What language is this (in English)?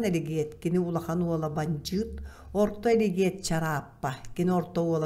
Yakut